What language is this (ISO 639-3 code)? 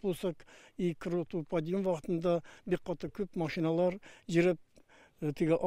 tat